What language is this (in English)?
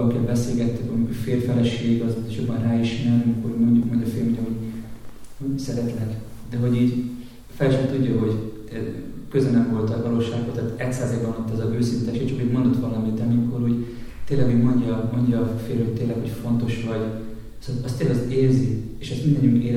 Hungarian